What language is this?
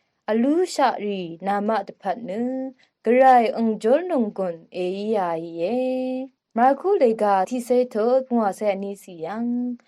Rawang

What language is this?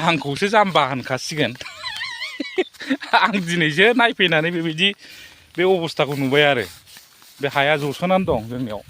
Bodo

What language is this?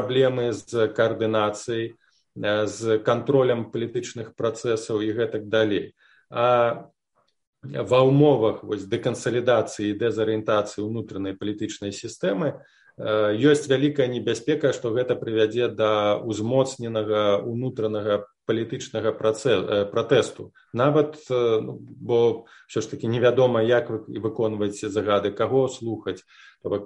Belarusian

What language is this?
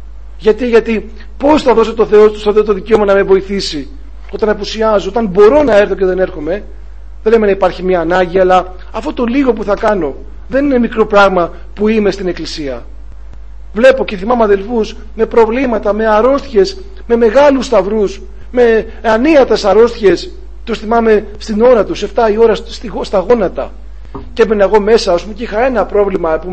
Greek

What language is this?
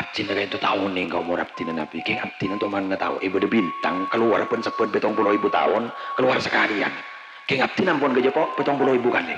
Madurese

